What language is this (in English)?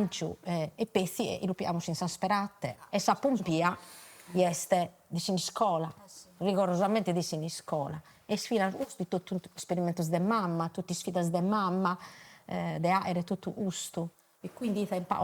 Sardinian